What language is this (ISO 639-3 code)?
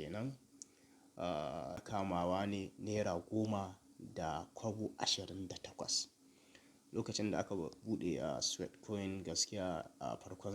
hau